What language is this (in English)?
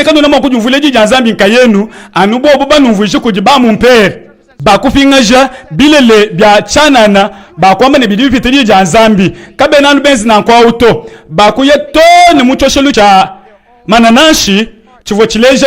Luba-Lulua